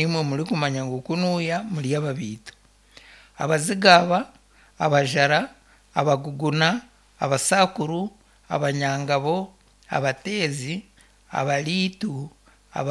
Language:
Nyankole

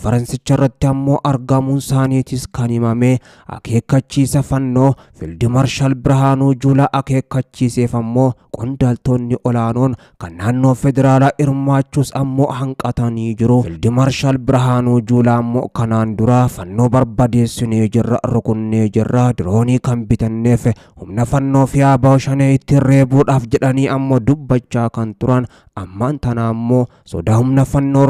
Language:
Oromo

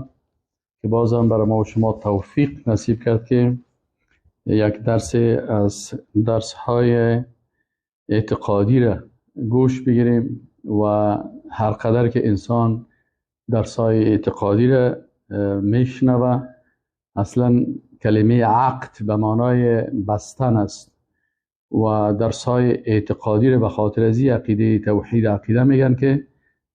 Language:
Persian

